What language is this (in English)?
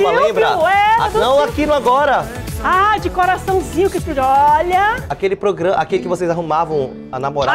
Portuguese